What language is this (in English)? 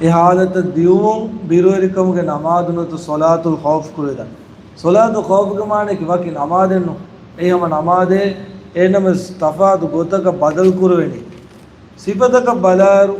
Divehi